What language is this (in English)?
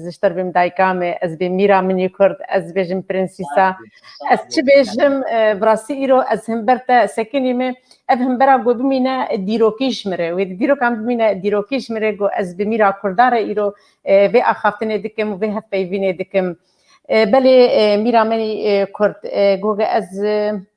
Kurdish